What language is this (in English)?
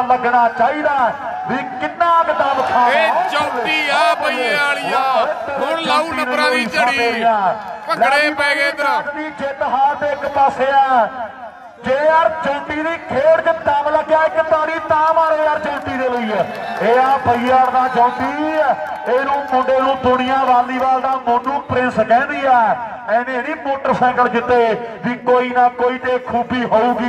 Punjabi